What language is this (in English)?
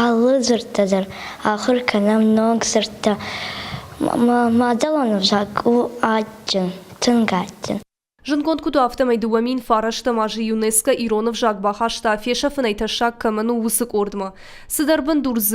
Ossetic